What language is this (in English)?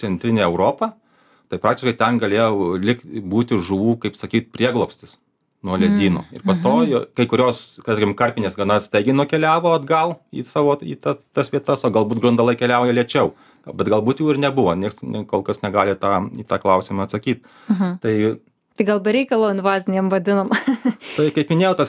Lithuanian